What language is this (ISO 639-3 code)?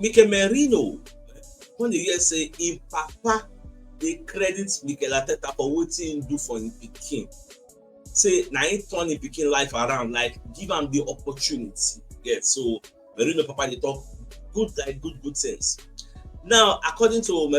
pcm